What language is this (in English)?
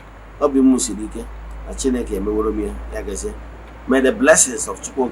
Igbo